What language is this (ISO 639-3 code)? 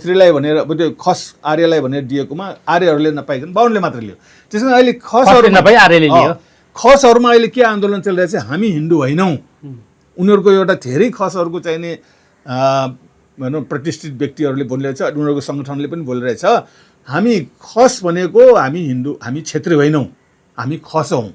nep